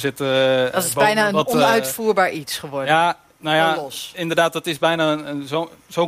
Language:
Dutch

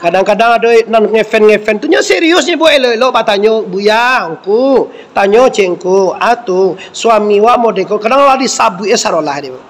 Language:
Minangkabau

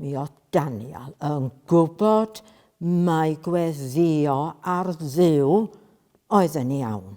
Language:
Welsh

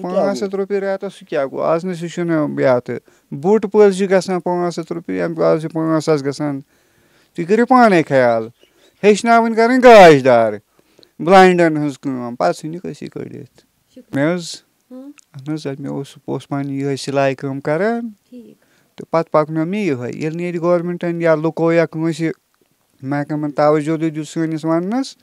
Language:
Kashmiri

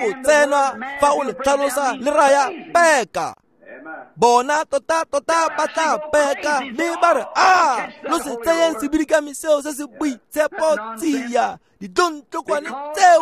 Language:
Tswana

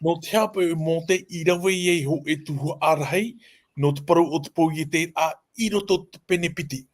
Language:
Tahitian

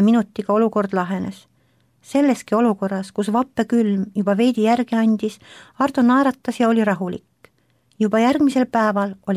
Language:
Estonian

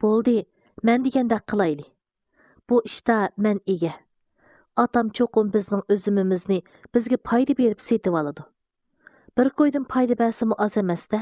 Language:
Uyghur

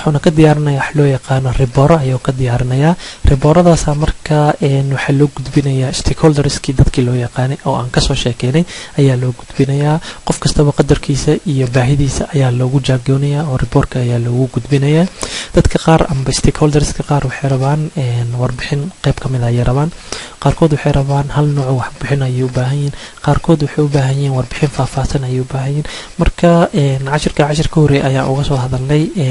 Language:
Somali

